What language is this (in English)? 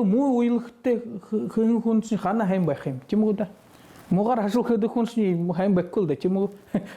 Buriat